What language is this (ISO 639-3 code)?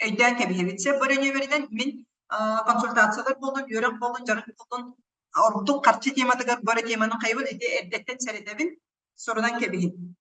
sah